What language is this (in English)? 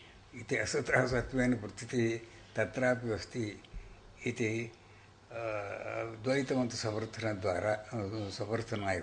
Sanskrit